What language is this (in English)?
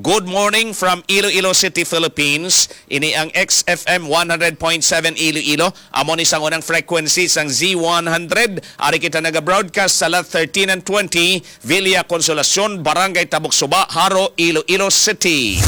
Hiligaynon